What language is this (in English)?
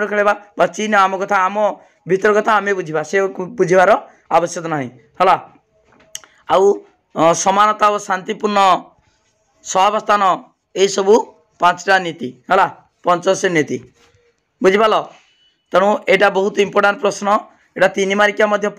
Odia